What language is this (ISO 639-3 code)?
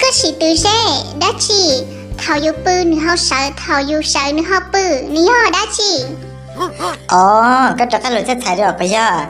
hmn